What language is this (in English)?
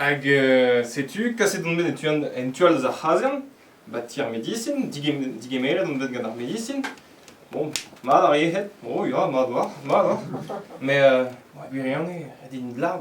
Breton